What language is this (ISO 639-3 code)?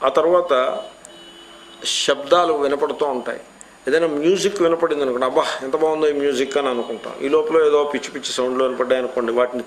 tel